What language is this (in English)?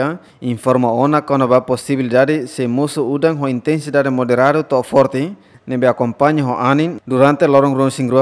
Tetum